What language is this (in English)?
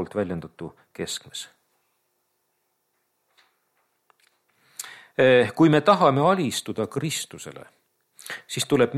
Estonian